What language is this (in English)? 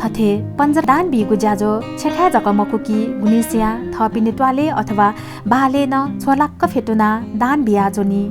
Newari